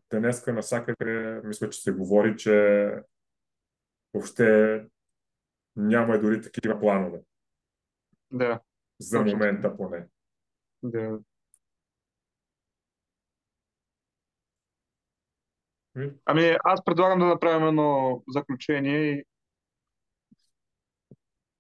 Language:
Bulgarian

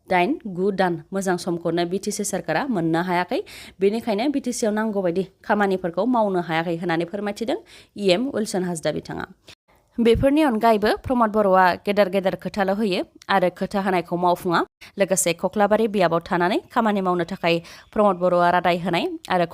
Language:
Bodo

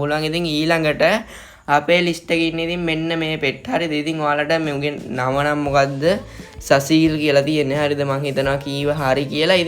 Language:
Sinhala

